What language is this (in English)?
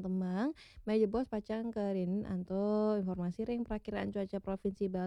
Balinese